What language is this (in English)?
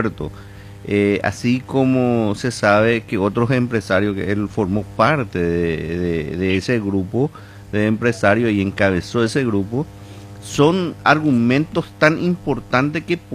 Spanish